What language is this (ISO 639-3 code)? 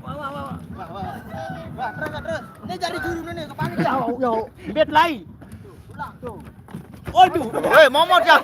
sas